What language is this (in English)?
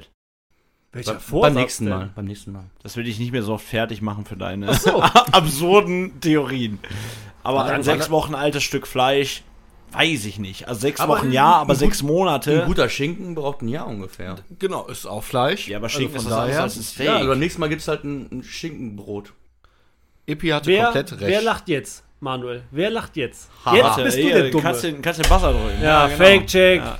German